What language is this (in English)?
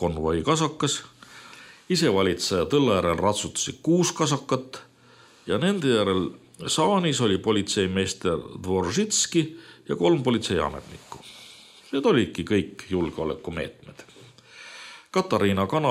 Estonian